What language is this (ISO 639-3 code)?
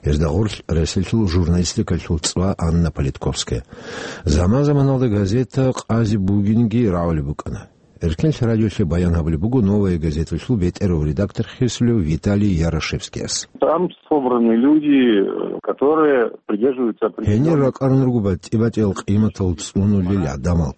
ava